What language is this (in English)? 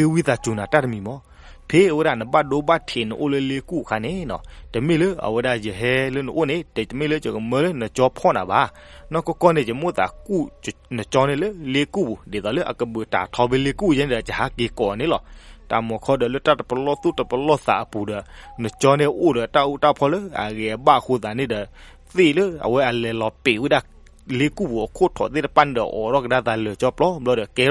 S'gaw Karen